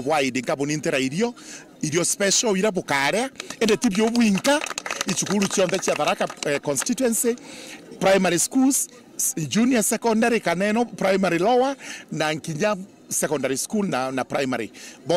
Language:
Meru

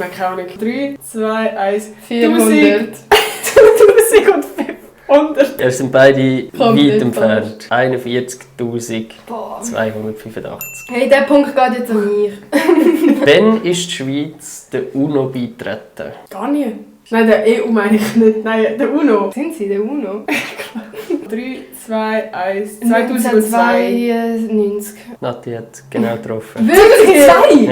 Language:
Swiss German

